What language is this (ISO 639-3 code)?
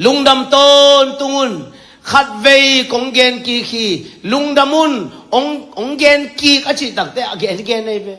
ctd